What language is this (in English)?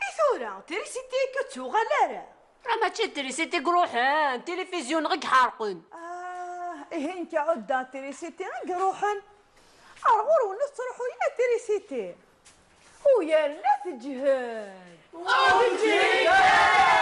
Kabyle